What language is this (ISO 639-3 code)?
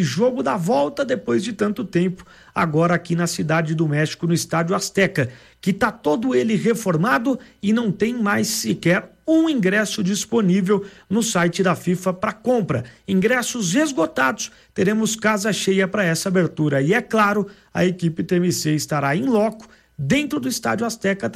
por